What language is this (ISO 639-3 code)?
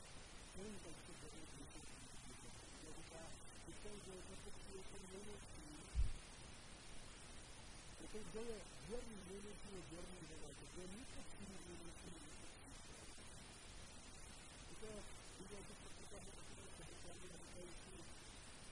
ces